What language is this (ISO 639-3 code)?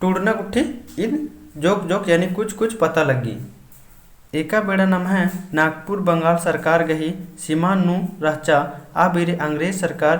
kru